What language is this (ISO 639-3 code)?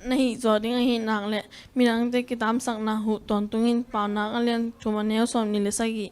ctd